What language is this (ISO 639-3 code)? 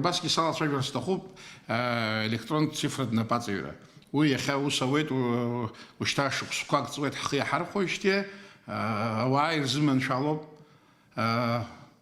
abk